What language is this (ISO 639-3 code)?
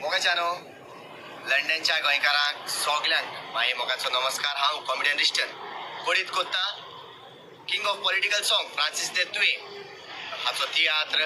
kok